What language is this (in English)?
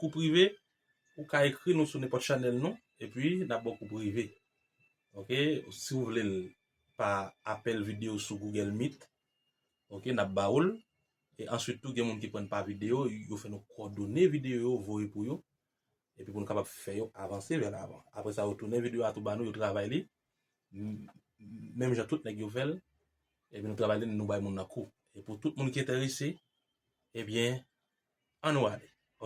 Haitian Creole